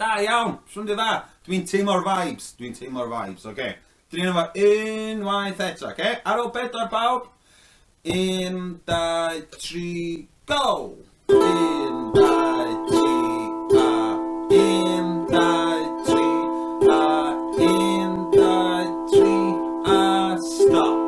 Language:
Welsh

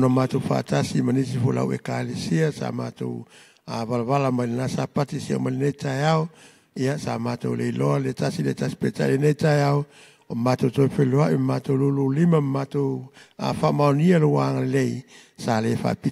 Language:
Samoan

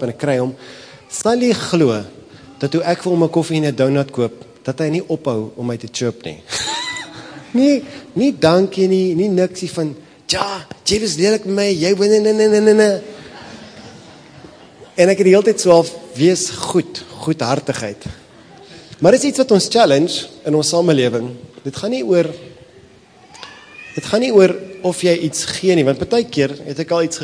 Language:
Afrikaans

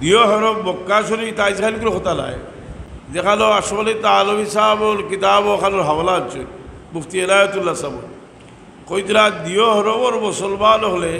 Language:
Sylheti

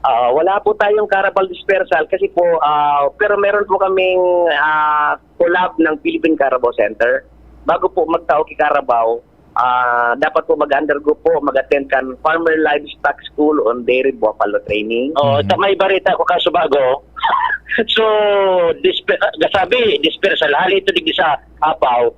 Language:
Bikol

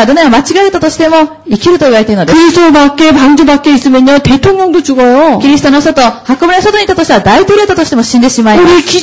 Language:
Korean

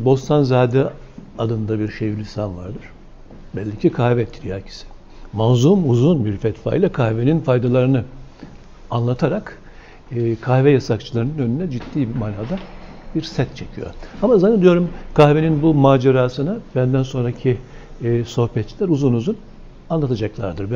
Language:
Turkish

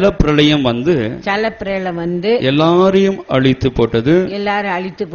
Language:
Tamil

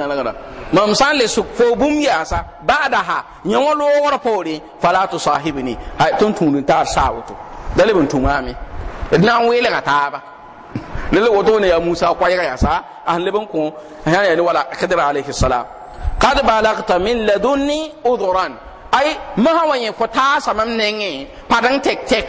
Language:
Mossi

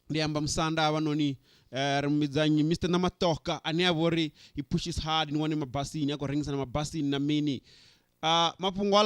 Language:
Venda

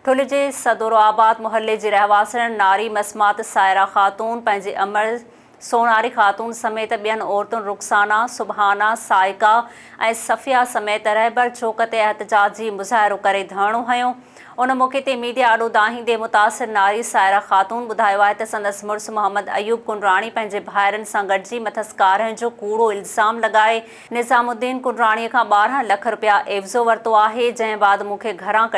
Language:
Sindhi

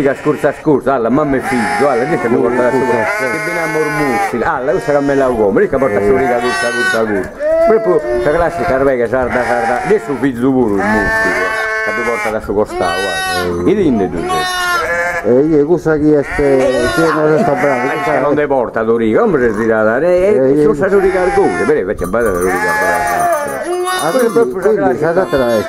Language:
Sardinian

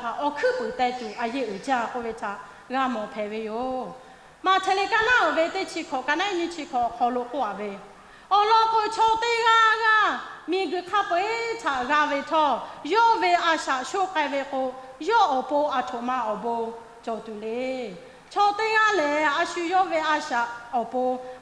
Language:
Lahu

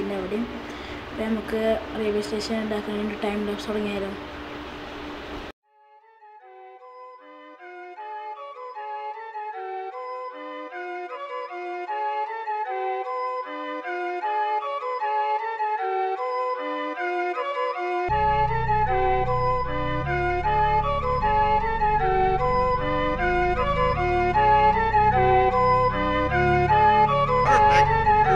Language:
Malayalam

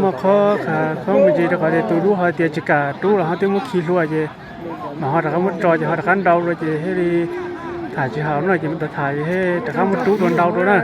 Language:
Hmong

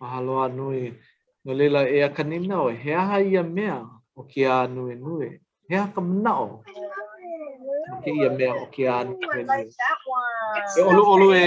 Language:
Hawaiian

